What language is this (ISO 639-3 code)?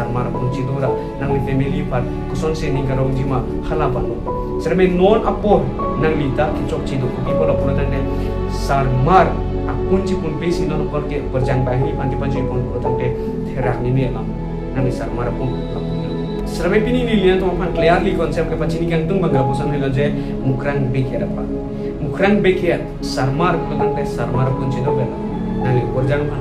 mjw